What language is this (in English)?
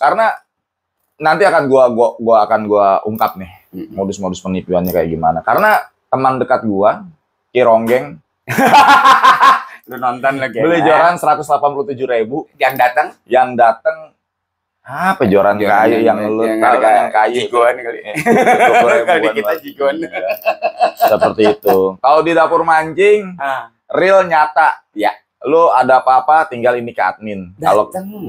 Indonesian